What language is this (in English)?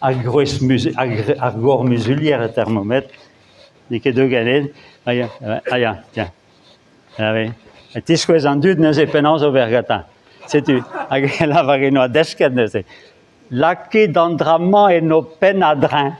Breton